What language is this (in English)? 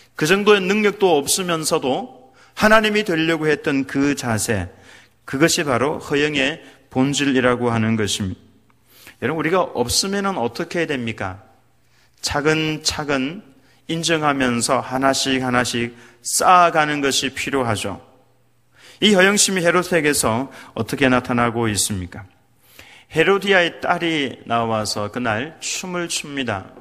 Korean